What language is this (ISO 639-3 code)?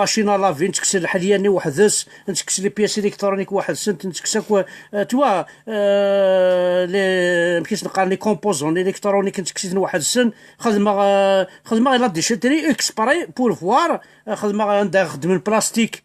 kab